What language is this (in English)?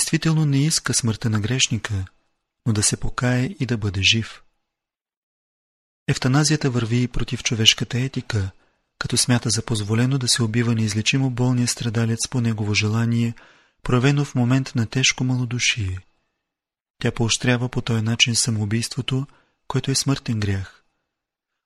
Bulgarian